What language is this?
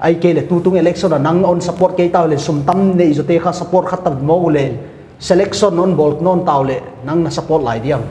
Paite Chin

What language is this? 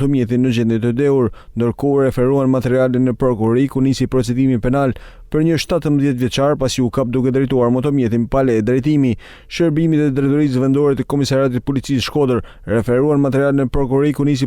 Albanian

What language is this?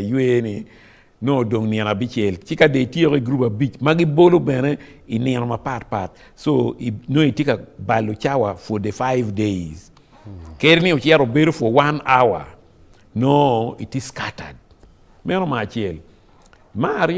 Acoli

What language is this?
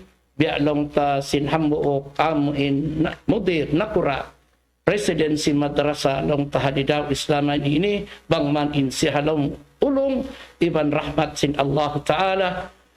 Tausug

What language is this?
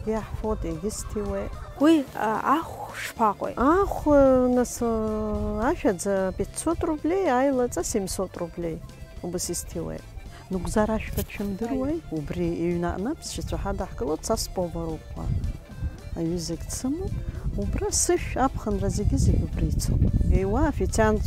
Abkhazian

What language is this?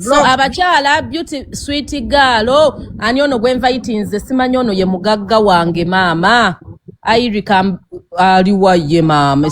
Ganda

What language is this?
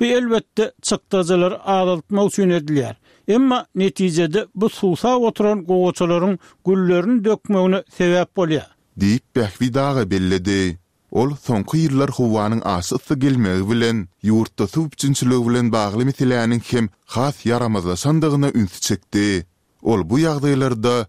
Turkmen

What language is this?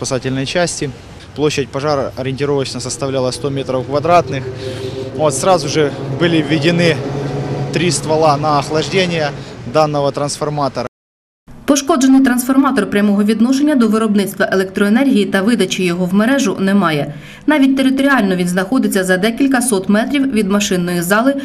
Ukrainian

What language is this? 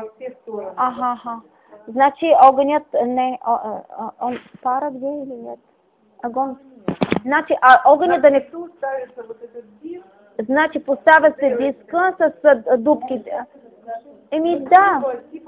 Bulgarian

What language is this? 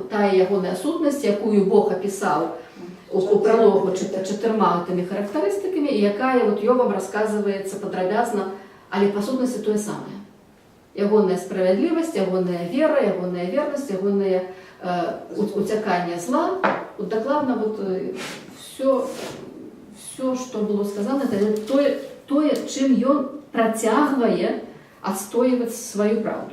Belarusian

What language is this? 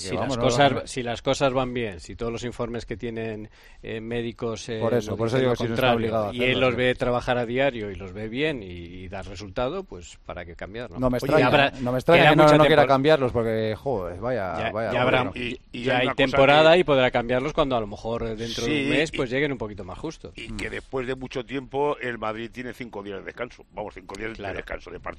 Spanish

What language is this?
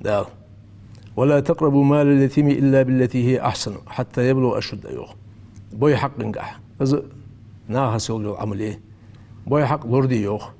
Ingush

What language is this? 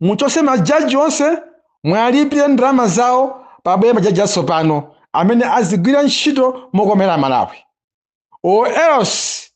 Nyanja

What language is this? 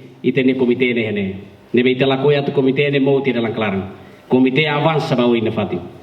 Tetum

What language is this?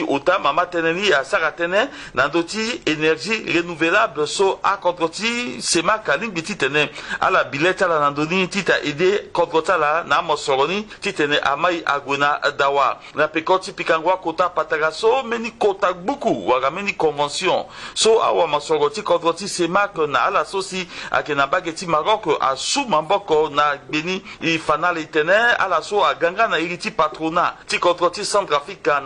Sango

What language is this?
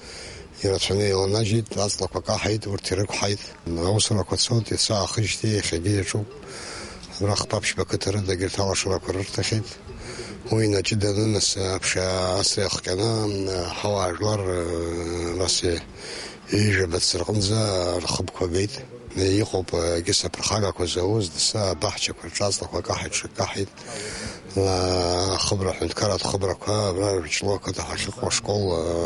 Abkhazian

